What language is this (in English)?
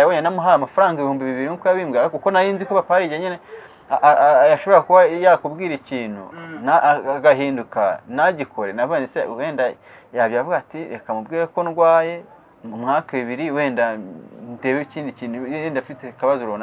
Kinyarwanda